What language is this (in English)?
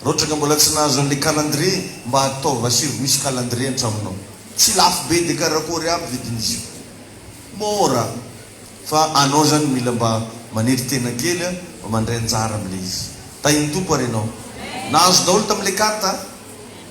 Malagasy